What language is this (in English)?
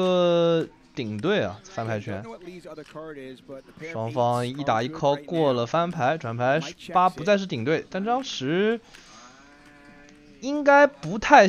Chinese